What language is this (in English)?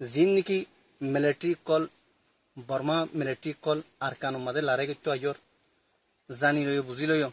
Rohingya